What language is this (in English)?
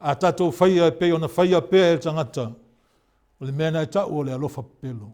Samoan